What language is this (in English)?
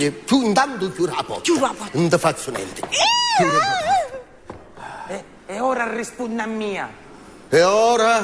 Sicilian